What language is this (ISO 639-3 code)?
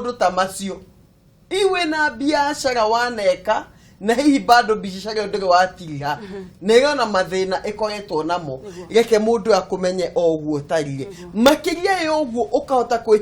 kik